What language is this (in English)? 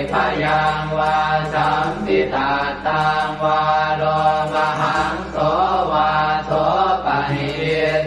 Pali